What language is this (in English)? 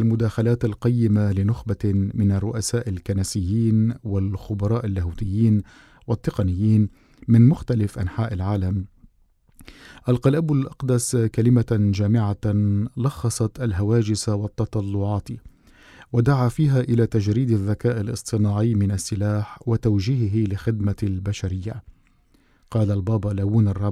Arabic